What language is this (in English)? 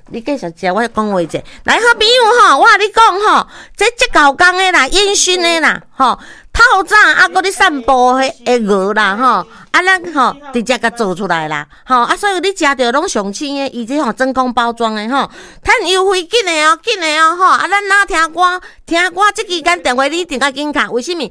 Min Nan Chinese